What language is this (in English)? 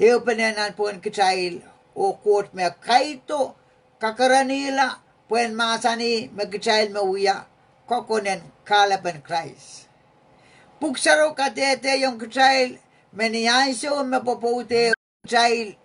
Pohnpeian